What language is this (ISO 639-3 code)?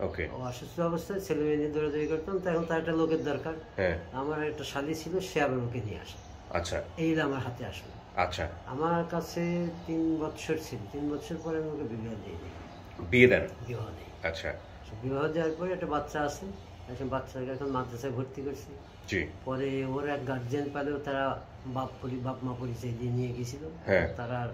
ben